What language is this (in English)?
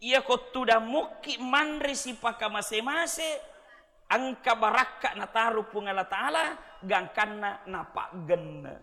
Buginese